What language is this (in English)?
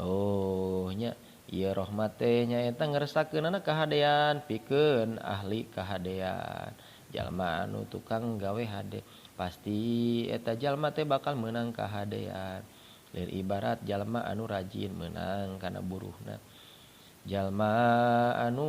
Sundanese